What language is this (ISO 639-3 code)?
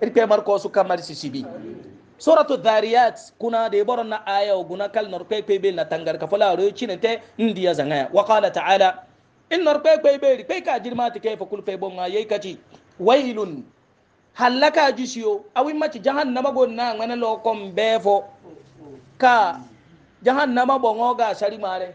hau